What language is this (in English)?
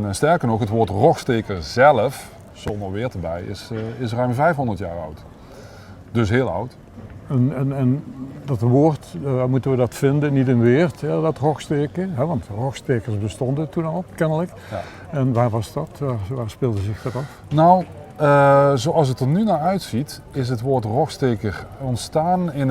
Limburgish